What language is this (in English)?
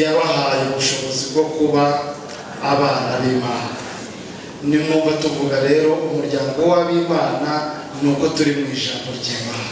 Kinyarwanda